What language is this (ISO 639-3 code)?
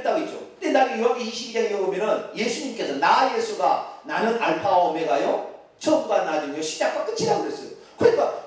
kor